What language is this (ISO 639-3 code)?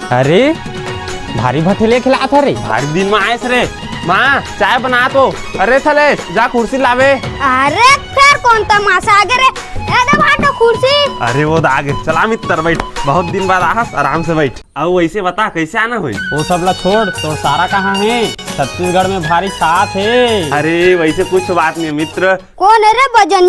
hne